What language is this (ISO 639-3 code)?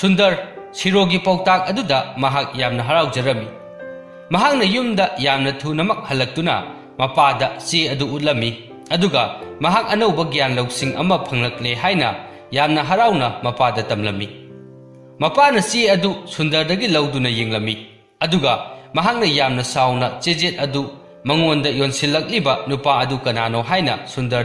mni